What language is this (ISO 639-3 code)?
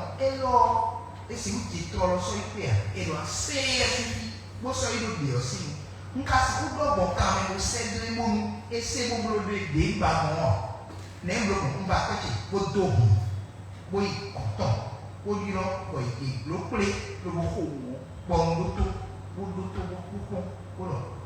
fon